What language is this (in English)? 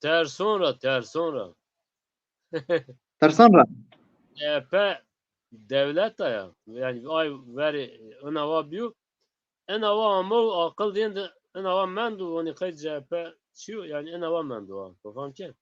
Zaza